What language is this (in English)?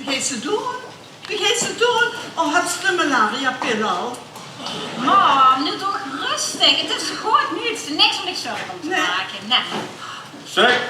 Limburgish